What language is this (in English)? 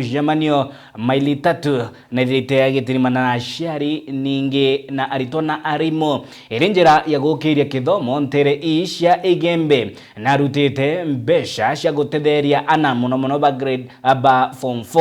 Meru